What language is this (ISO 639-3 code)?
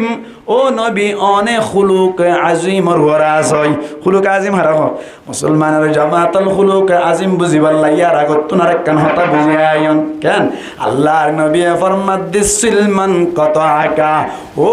rhg